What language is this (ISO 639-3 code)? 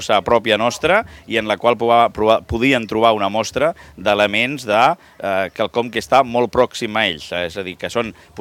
cat